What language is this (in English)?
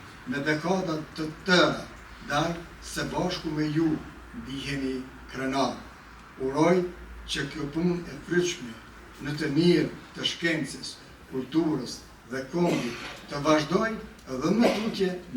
Albanian